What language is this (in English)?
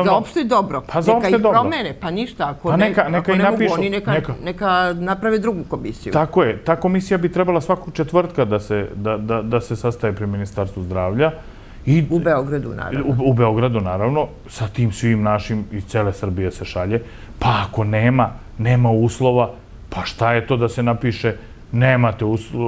Serbian